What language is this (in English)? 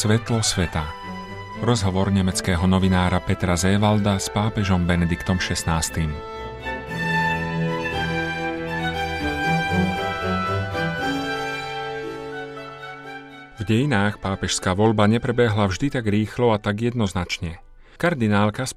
Slovak